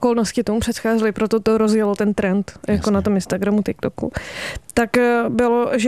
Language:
Czech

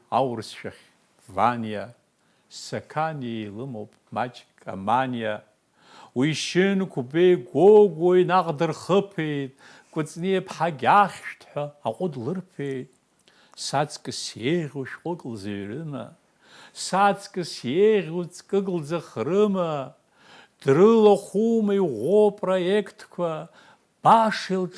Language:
Abkhazian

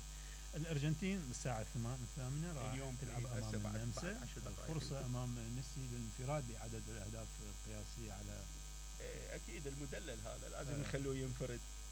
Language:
Mesopotamian Arabic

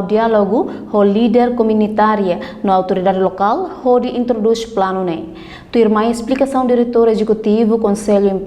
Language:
Tetum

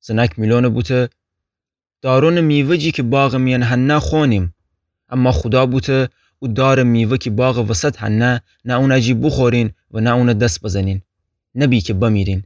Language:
Gilaki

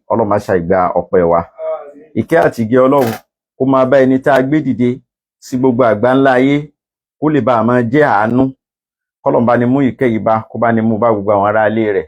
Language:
Yoruba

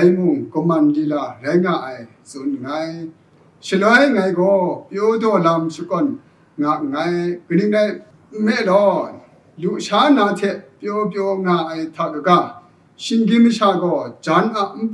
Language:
Kachin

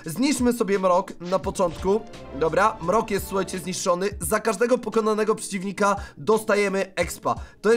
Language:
Polish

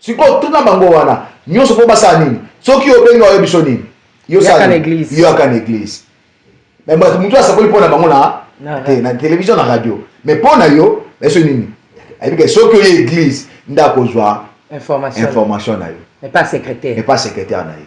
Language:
Lingala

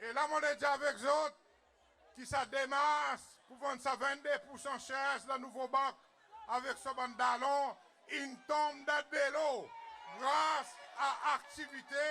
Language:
Seselwa Creole French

